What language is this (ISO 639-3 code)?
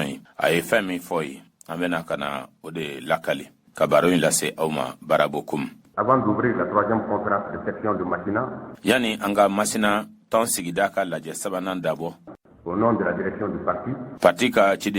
bam